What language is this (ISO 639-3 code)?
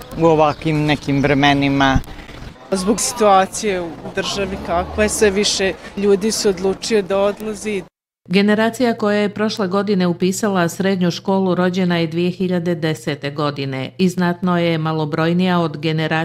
bos